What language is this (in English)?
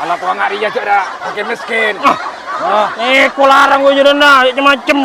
Madurese